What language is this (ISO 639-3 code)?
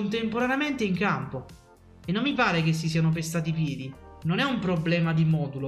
ita